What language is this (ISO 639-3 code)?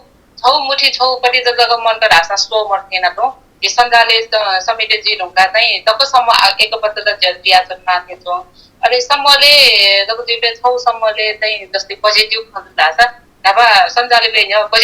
new